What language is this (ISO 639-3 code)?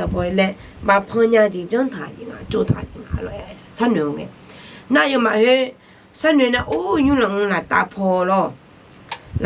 ahk